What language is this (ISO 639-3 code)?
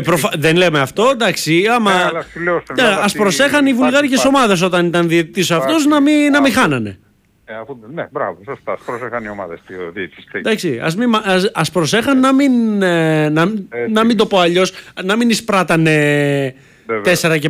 ell